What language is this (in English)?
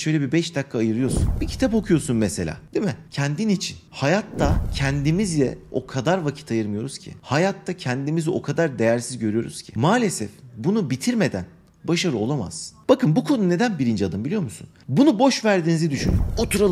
Turkish